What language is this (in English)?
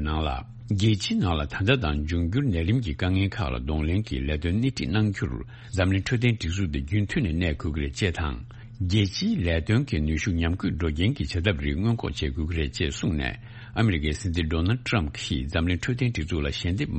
Tibetan